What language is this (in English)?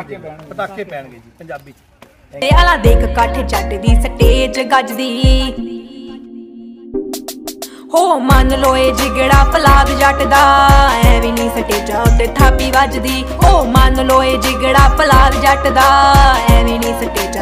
Punjabi